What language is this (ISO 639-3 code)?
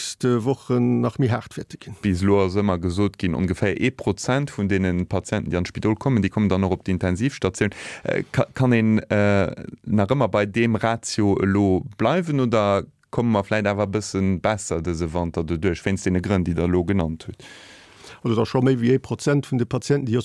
ltz